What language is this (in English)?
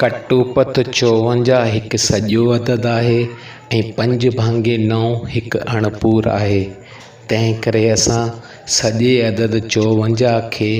Sindhi